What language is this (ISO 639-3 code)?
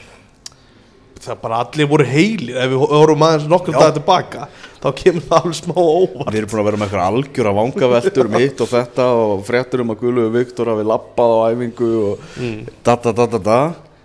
isl